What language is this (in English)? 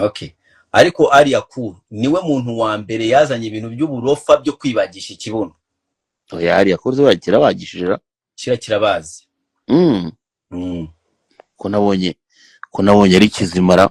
Kinyarwanda